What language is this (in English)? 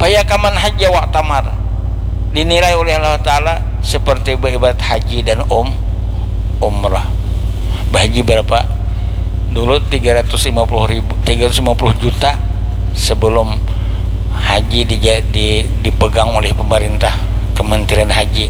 Banjar